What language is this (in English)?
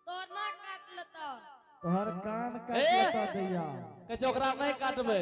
Angika